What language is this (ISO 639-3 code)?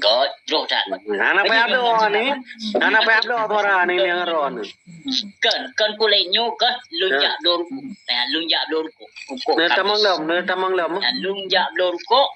ace